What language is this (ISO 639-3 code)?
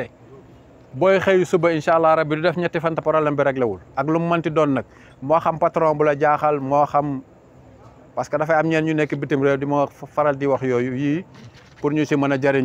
wol